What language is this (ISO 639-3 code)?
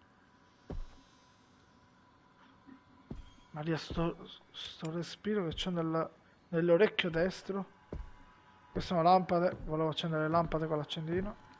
ita